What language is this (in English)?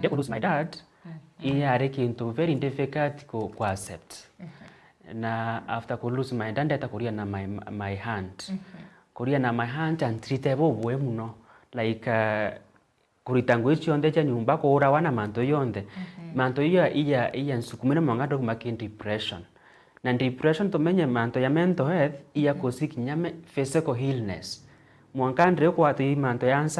Meru